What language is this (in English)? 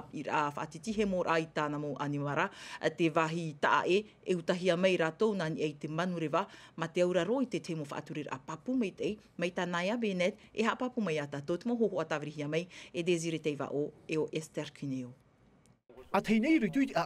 Tahitian